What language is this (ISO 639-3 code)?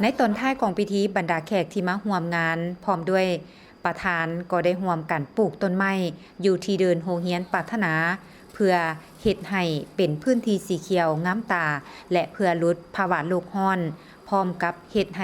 lao